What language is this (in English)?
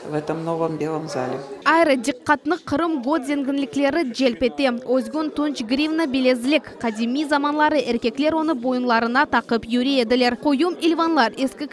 Crimean Tatar